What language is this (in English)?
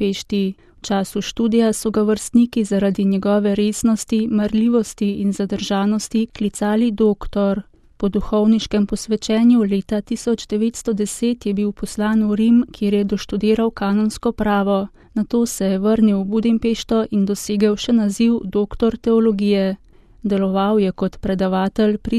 Slovenian